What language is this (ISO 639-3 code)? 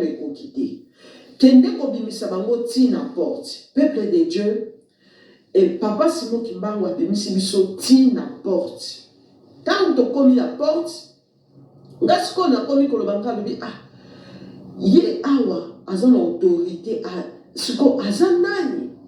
lin